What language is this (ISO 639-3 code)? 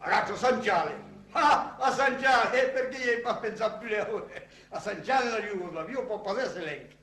oci